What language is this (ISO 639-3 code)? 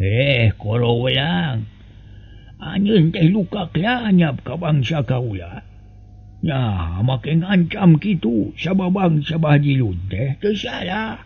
sun